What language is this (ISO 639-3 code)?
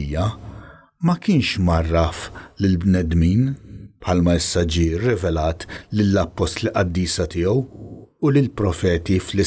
mlt